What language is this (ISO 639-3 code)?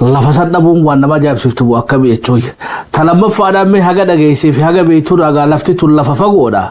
orm